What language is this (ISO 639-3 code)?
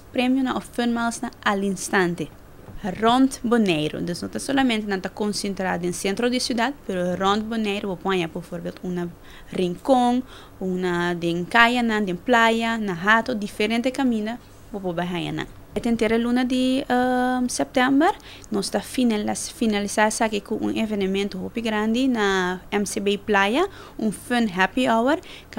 pap